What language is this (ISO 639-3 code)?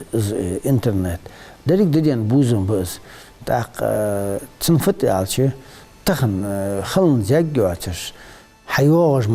inh